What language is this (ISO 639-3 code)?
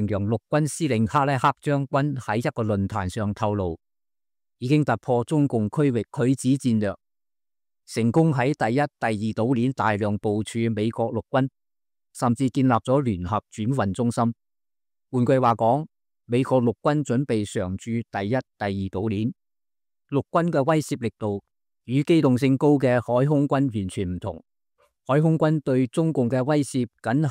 yue